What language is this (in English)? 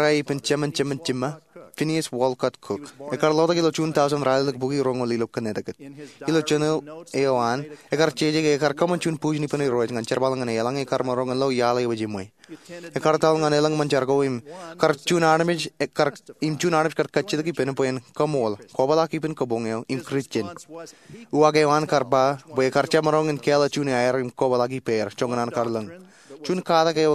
Marshallese